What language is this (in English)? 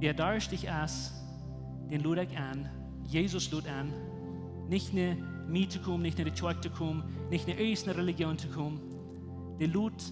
Plautdietsch